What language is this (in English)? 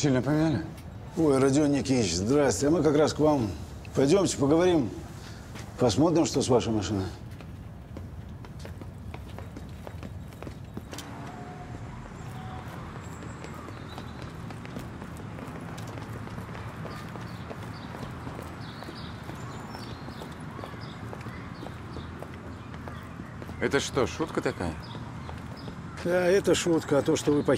Russian